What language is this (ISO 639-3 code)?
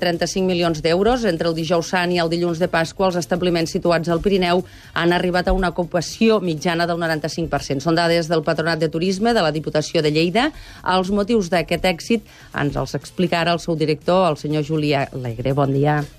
cat